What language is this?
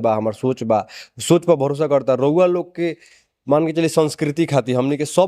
Bhojpuri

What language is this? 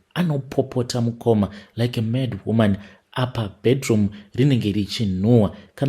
Shona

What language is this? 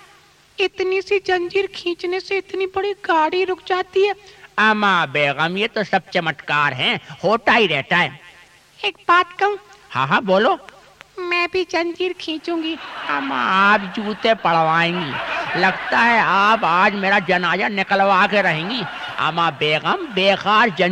Urdu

